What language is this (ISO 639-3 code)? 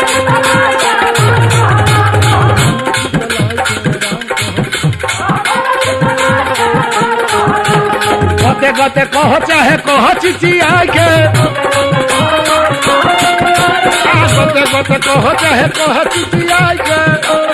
bho